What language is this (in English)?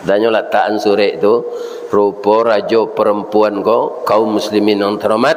Minangkabau